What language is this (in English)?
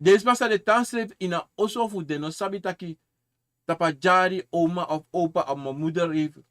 Sranan Tongo